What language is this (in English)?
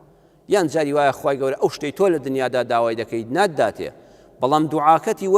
Central Kurdish